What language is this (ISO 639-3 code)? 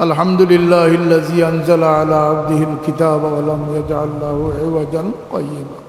syl